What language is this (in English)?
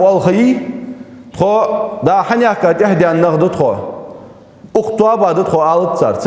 Ingush